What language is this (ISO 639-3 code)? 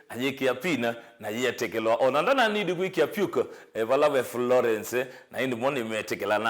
kam